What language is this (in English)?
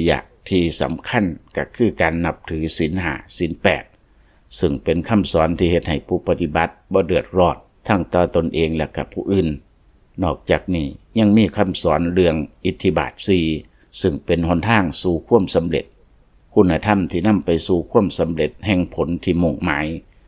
Lao